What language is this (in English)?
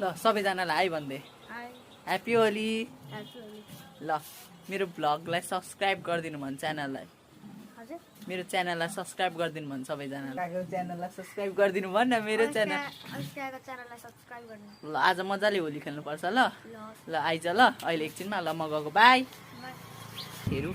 Nepali